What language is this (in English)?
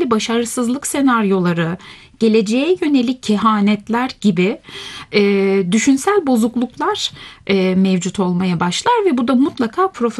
Turkish